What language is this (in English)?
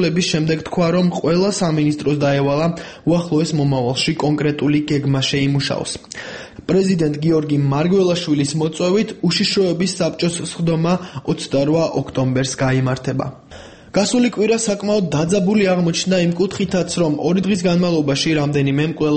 Georgian